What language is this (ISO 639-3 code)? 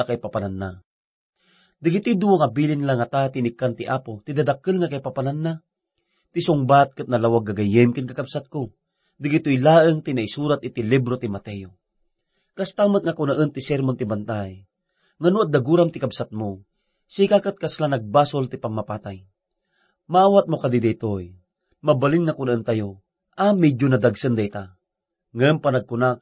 ilo